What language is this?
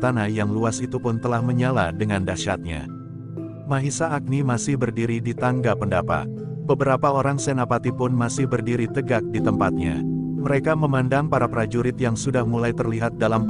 Indonesian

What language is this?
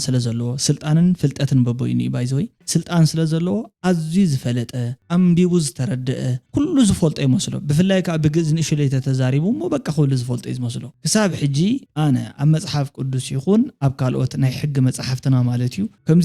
Tigrinya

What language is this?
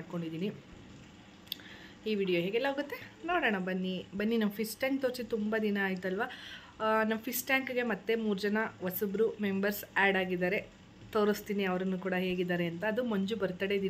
Kannada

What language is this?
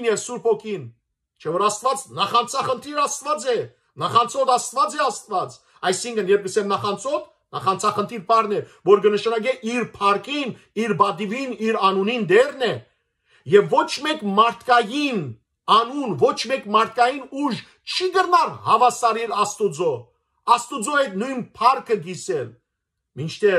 Western Armenian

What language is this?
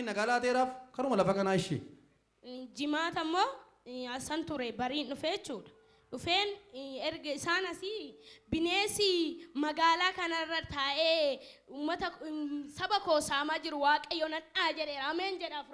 Oromo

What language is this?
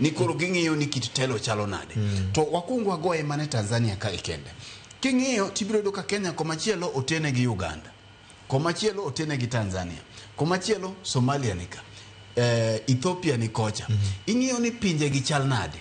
Luo (Kenya and Tanzania)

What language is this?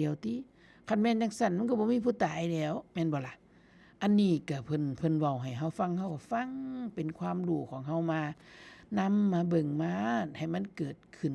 Northeastern Thai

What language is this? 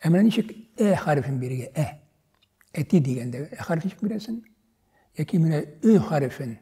Tatar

